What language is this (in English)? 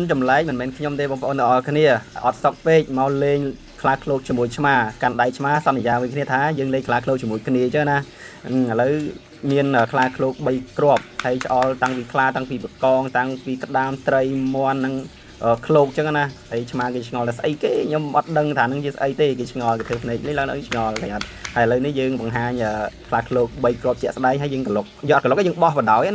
Khmer